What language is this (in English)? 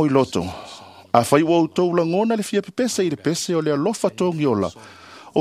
Samoan